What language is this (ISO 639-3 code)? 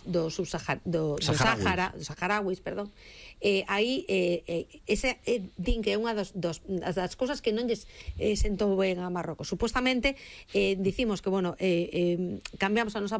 glg